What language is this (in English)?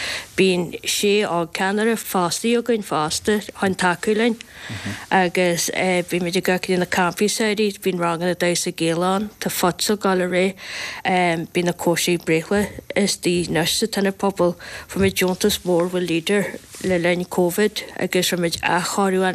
Irish